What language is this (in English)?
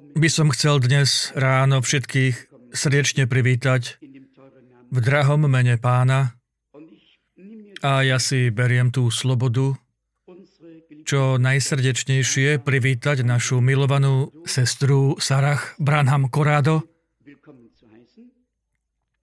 Slovak